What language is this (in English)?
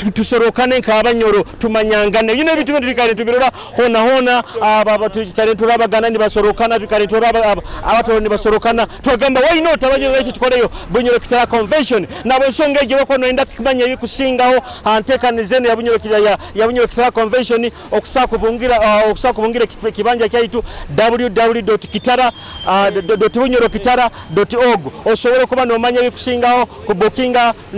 Nyoro